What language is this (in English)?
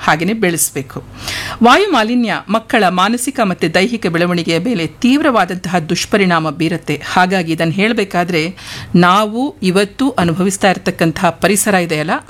Kannada